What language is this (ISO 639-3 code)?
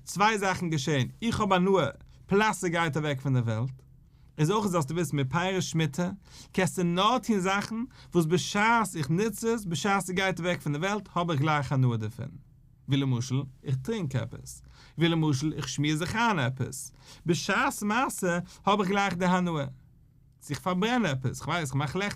yid